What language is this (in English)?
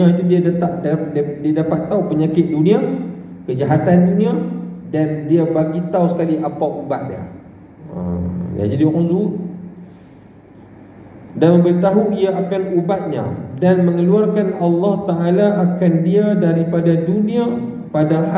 Malay